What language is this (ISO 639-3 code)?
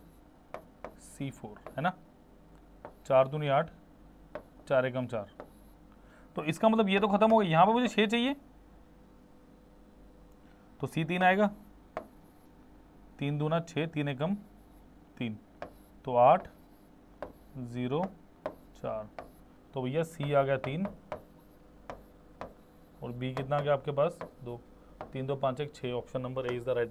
hin